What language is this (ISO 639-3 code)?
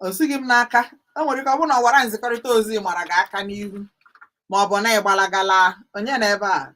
ibo